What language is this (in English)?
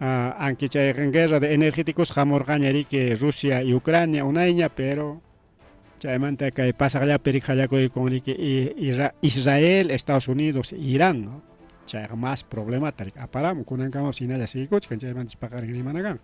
Ayacucho Quechua